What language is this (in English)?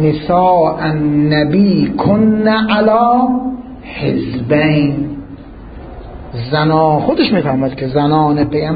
Persian